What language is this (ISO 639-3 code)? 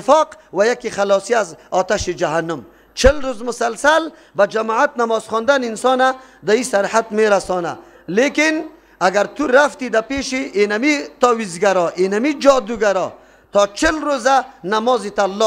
fas